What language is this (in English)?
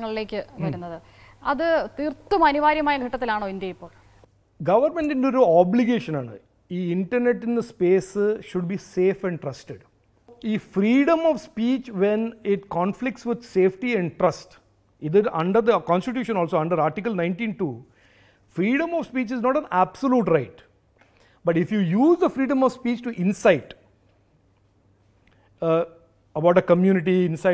Malayalam